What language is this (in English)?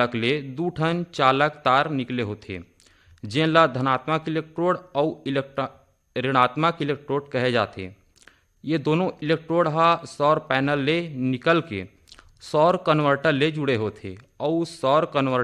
Chhattisgarhi